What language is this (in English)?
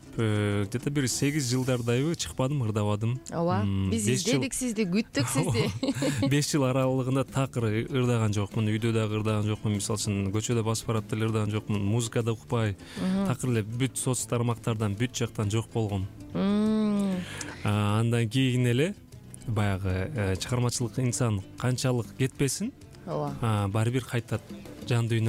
Kyrgyz